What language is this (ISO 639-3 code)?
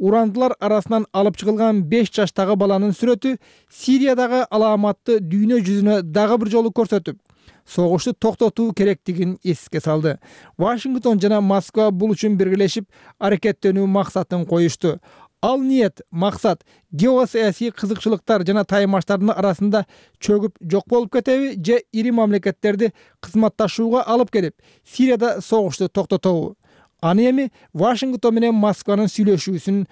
kir